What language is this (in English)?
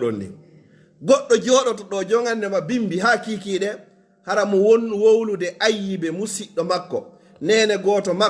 Pular